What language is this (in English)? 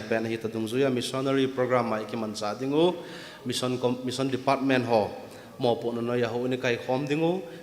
Thado Chin